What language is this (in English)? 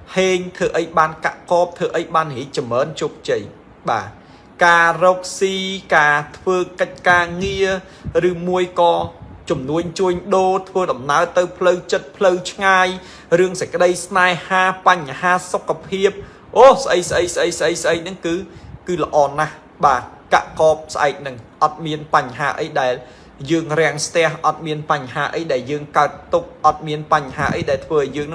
Khmer